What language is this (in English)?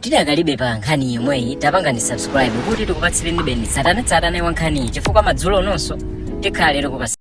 Nyanja